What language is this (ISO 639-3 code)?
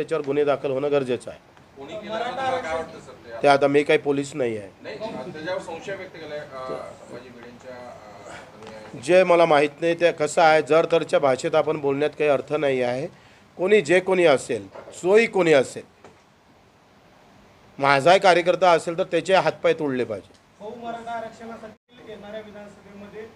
mar